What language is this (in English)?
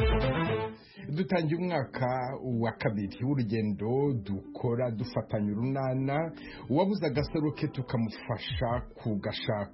Kinyarwanda